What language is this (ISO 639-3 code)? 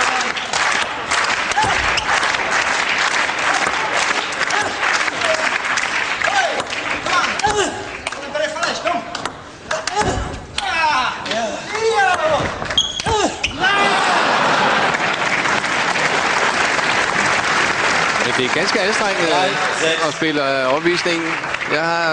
dan